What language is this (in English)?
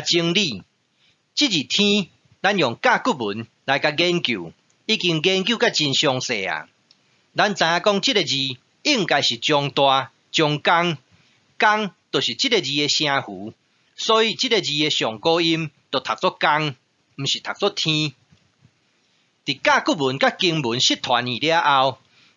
Min Nan Chinese